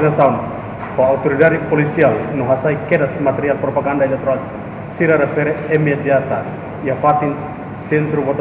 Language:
Tetum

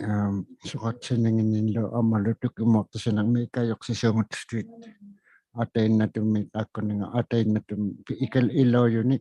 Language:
Inuktitut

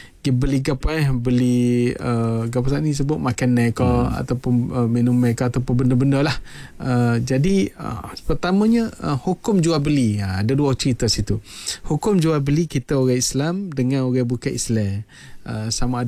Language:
Malay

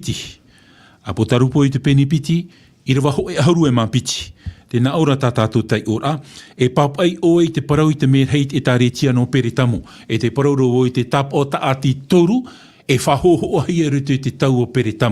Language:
Tahitian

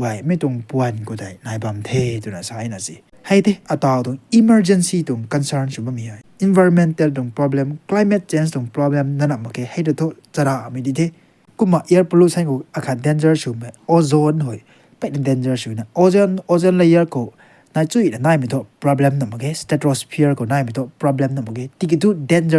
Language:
Rongmei Naga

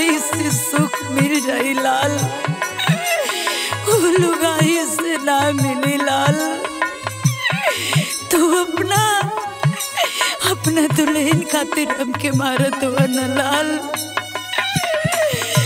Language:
Bhojpuri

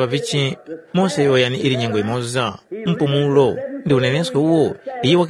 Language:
Tumbuka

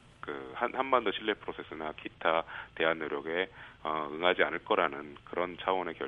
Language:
Korean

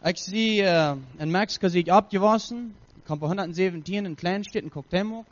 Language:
Plautdietsch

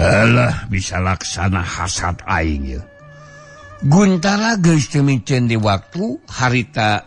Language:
Sundanese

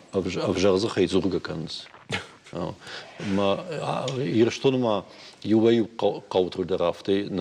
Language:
Ossetic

